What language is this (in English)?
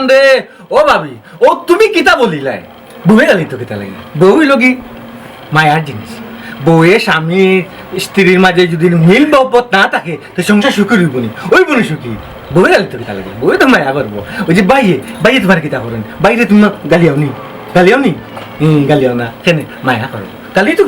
Sylheti